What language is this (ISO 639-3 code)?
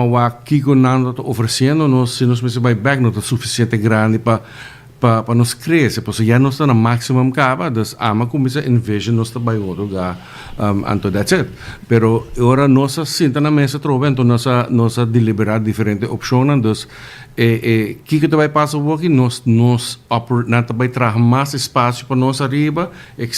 pap